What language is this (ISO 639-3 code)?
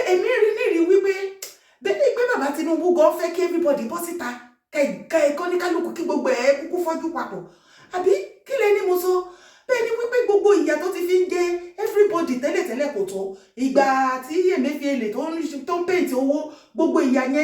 yor